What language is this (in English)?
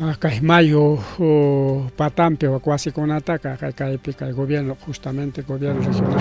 Ayacucho Quechua